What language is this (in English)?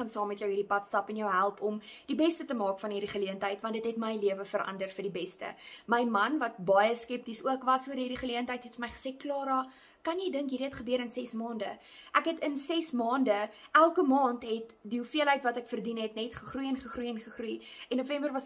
Afrikaans